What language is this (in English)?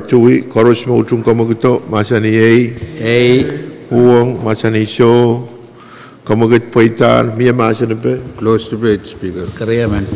Pohnpeian